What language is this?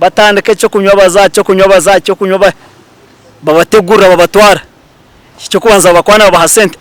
Nyankole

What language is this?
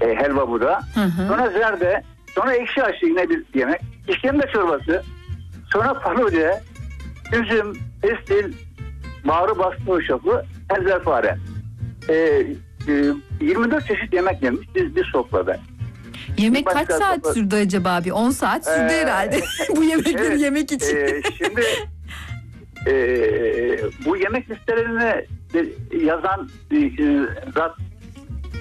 Turkish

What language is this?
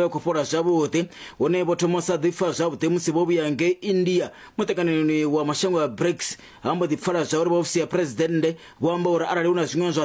Venda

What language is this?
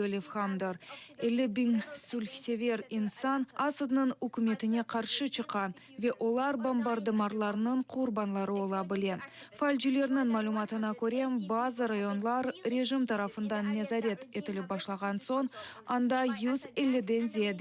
Crimean Tatar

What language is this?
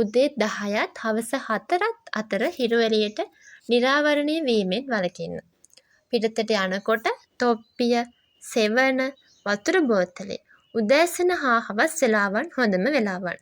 Sinhala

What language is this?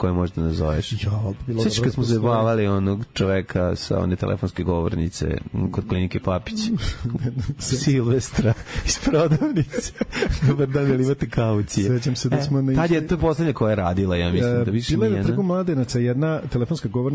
Serbian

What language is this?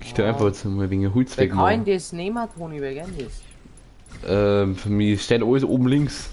Bavarian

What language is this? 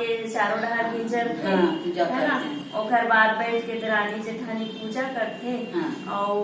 Chhattisgarhi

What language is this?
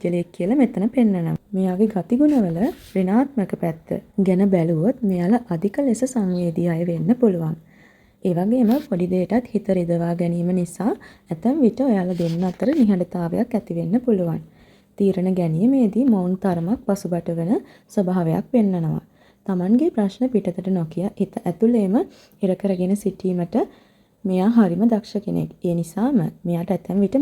Sinhala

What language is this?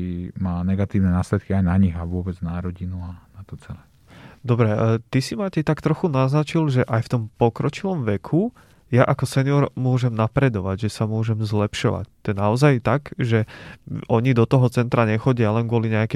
Slovak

